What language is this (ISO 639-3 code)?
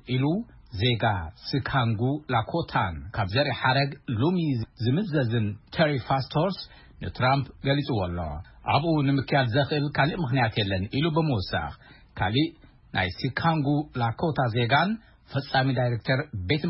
tir